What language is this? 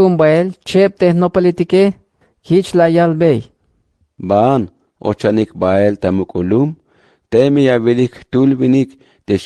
Tzeltal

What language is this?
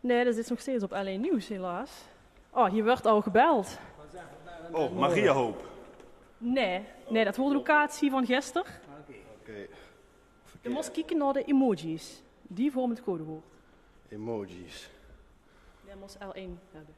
Limburgish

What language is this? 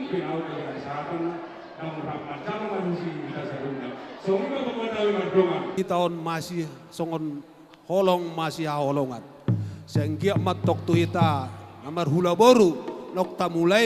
Batak Toba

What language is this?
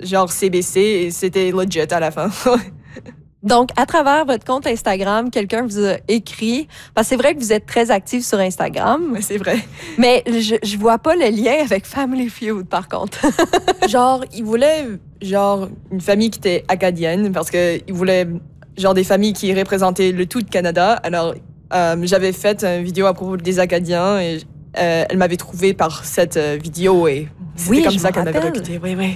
French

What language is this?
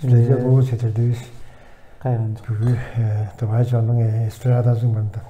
Tuvinian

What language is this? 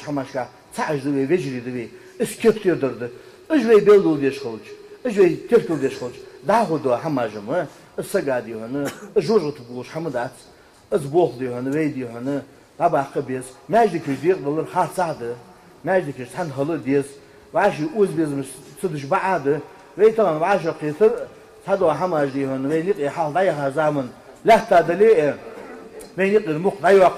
Ingush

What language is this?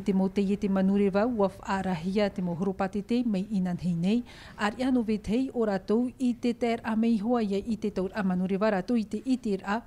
Tahitian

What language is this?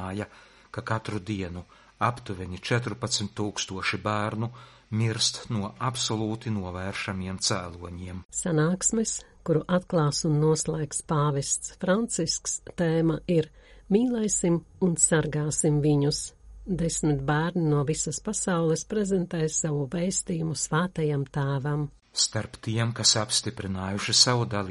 Latvian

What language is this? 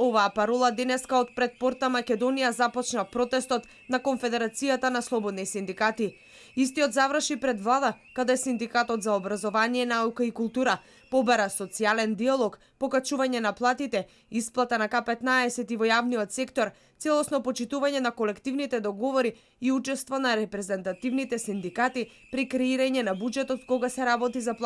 Macedonian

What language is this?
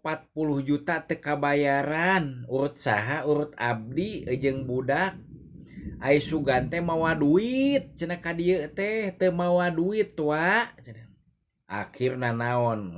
Sundanese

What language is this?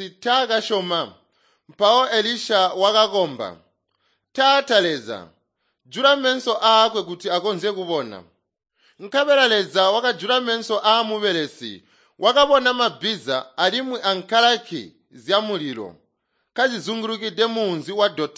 Tonga (Zambia)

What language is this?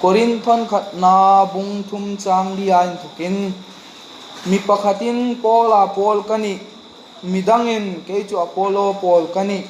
Hmar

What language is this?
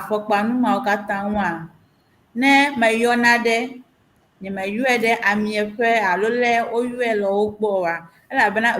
Ewe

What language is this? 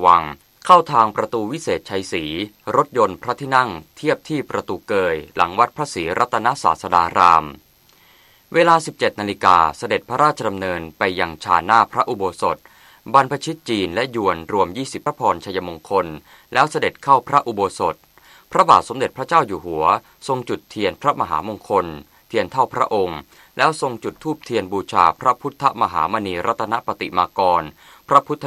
Thai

